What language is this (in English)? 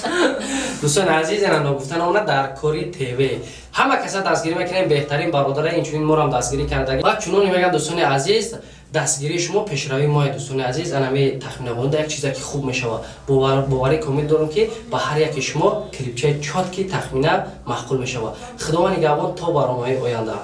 Tajik